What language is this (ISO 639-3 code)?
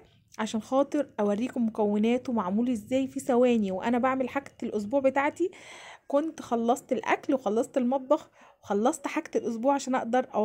arz